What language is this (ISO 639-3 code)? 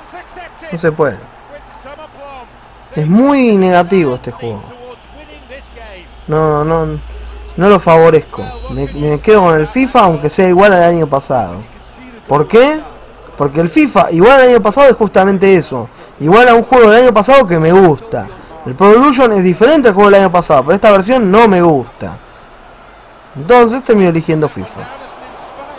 spa